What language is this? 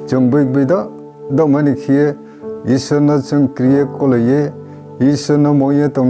Riang (India)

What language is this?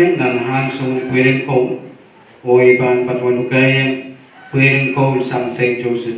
Pohnpeian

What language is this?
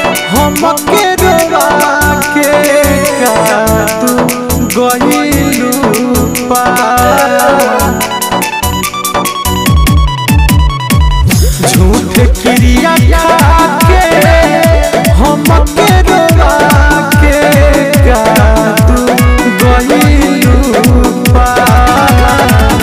Bhojpuri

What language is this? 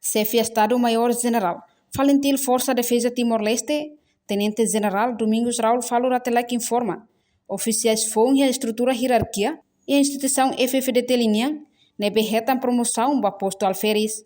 Tetum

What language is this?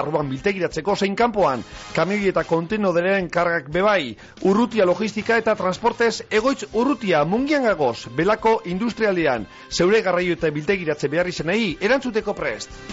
Basque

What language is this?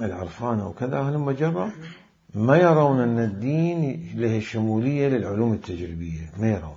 Mesopotamian Arabic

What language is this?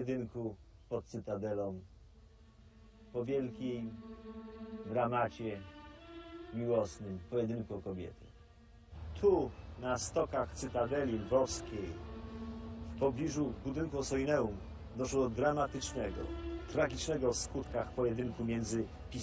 Polish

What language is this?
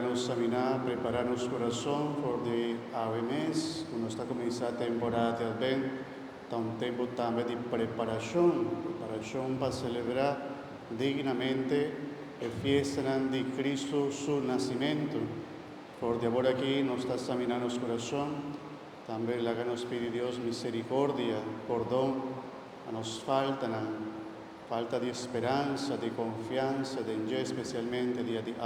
Papiamento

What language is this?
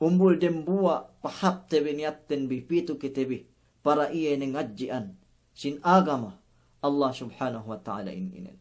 Yakan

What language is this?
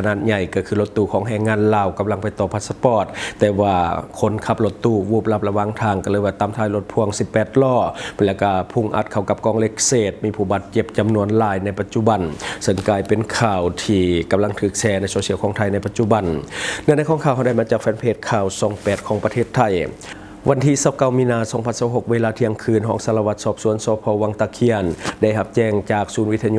Lao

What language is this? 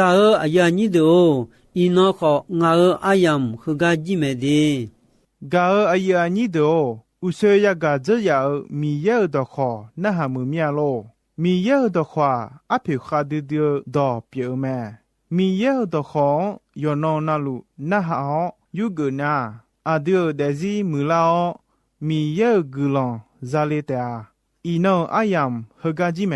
Akha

